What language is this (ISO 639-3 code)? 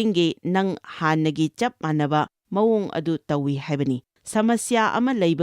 mni